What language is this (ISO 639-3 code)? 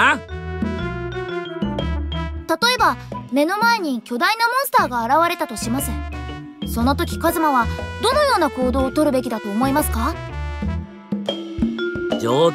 jpn